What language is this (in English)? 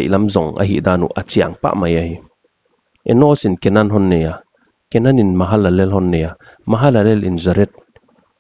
Paite Chin